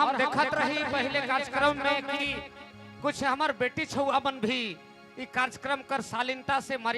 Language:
Sadri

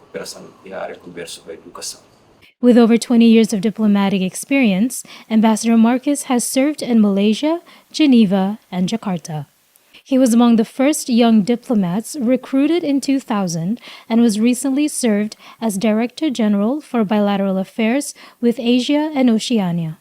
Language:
Tetum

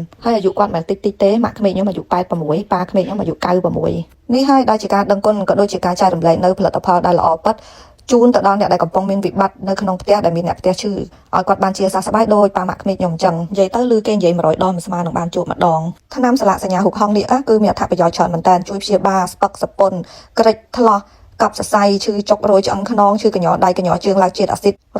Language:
Khmer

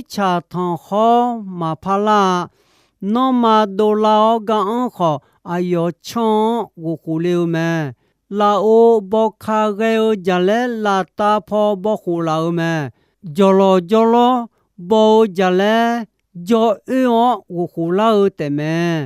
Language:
Akha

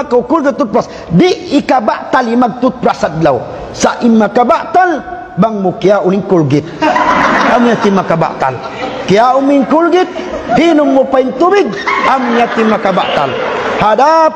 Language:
Tausug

